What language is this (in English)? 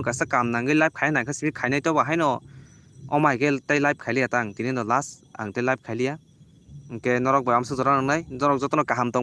Kok Borok